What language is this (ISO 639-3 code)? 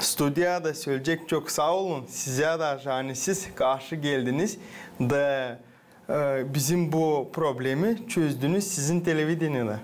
gag